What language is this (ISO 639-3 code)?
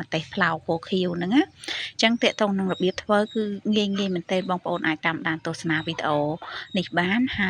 khm